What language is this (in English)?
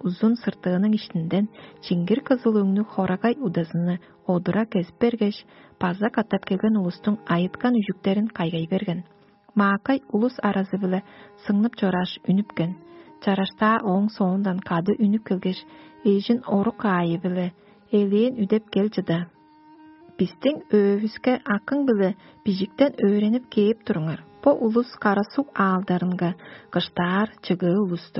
Tuvinian